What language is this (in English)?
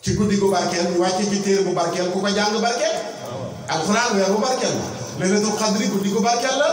Wolof